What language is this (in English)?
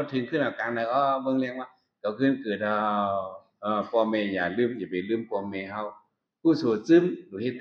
Shan